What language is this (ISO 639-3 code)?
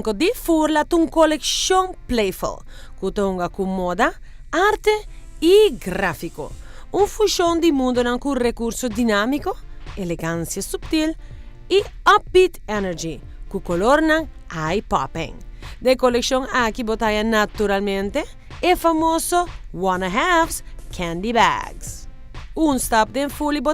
pap